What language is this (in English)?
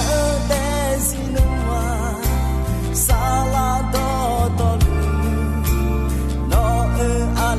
Akha